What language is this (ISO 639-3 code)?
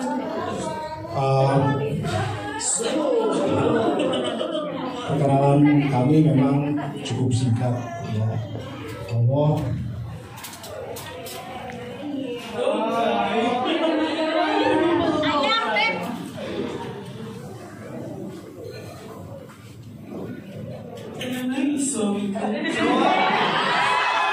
ind